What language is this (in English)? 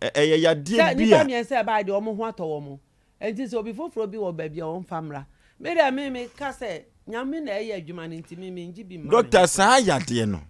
Akan